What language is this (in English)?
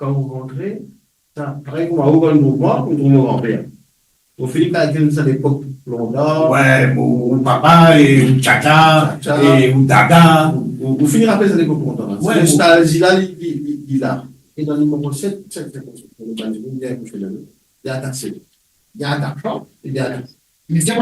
Morisyen